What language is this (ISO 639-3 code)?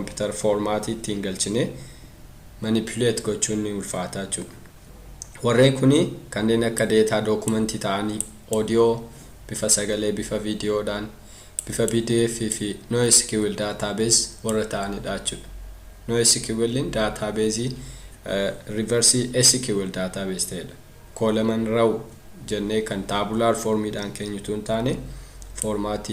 orm